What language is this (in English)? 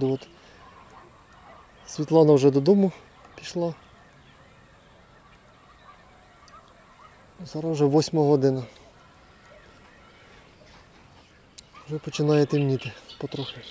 Ukrainian